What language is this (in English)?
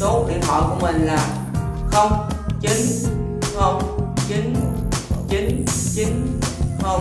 Vietnamese